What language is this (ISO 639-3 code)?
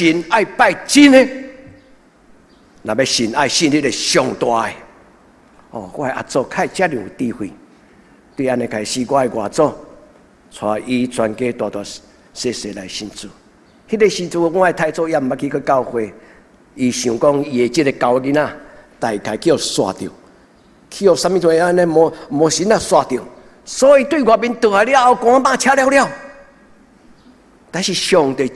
nan